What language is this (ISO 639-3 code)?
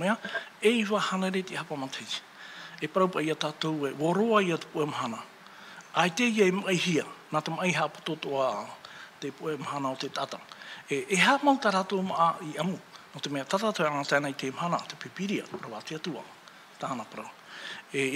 tah